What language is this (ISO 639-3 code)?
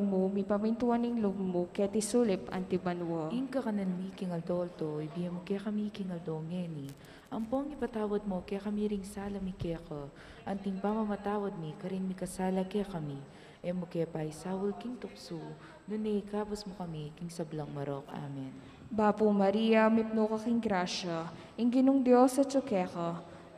pam